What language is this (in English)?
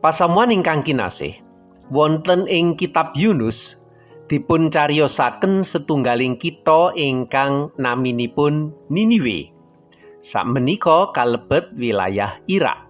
Javanese